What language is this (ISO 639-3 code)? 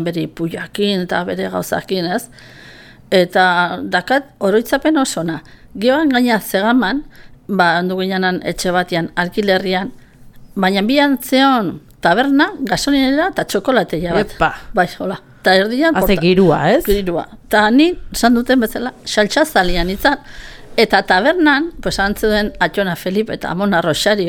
eus